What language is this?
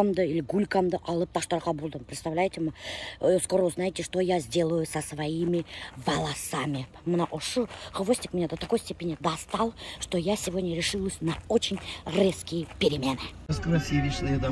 Bashkir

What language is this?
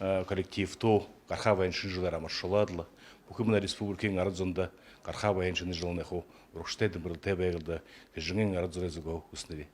Buriat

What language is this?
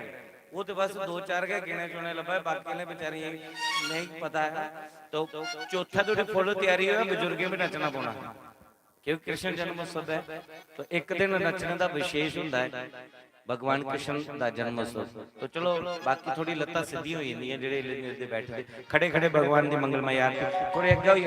Dogri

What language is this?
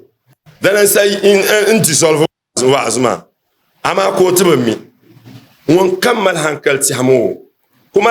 Dagbani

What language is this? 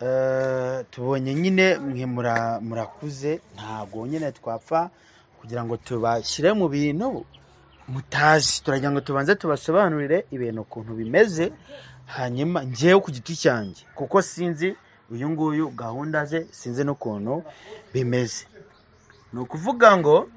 Kinyarwanda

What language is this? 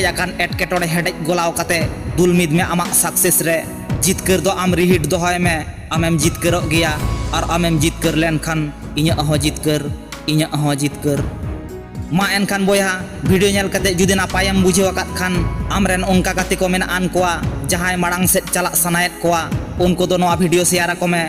Santali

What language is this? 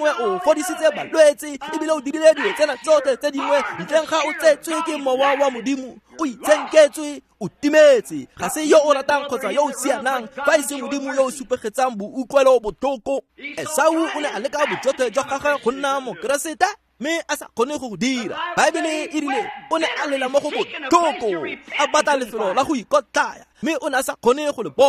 Tswana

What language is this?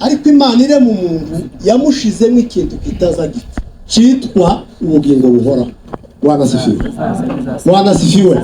Kinyarwanda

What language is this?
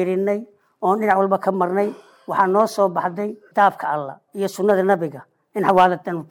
Somali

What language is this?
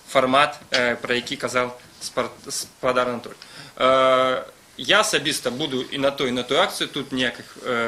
Belarusian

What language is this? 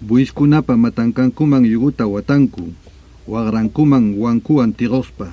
Ayacucho Quechua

